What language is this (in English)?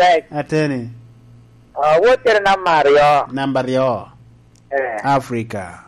Lango (Uganda)